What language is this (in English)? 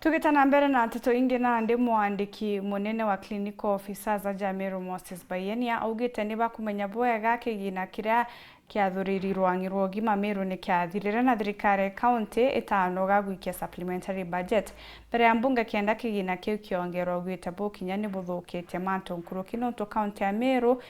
Meru